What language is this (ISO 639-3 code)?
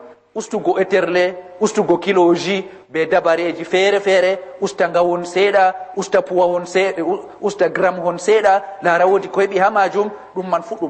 ful